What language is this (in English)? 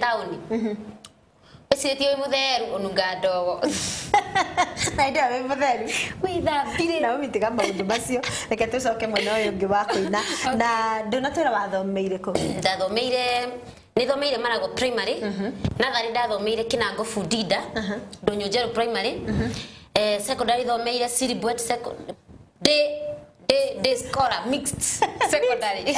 Kikuyu